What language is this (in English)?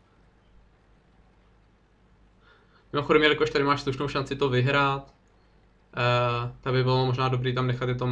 Czech